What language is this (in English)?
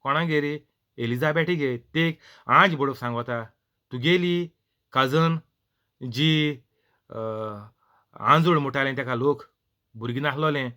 Konkani